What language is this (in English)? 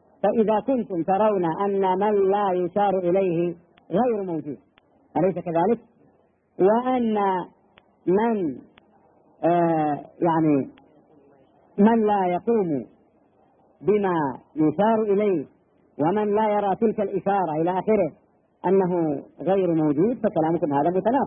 Arabic